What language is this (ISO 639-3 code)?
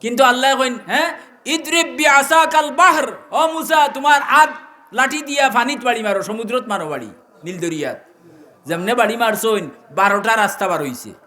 syl